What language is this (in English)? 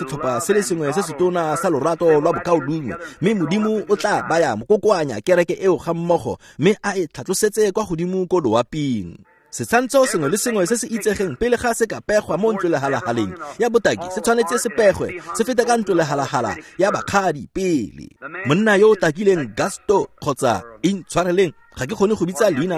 Tswana